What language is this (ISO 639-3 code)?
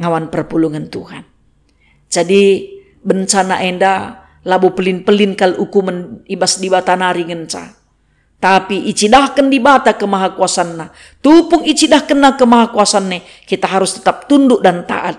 btx